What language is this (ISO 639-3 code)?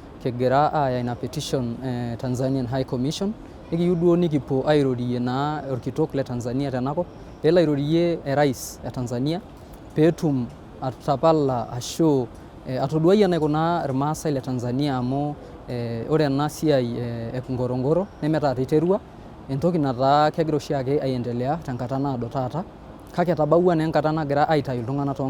mas